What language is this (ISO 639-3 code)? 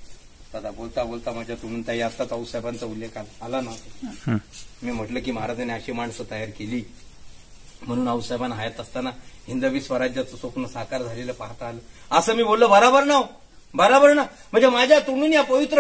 mar